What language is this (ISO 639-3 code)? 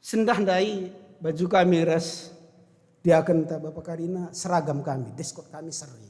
btx